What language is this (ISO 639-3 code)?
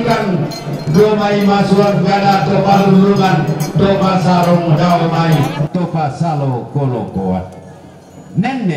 sda